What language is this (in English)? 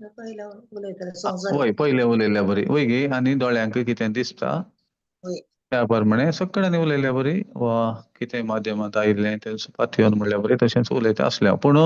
Konkani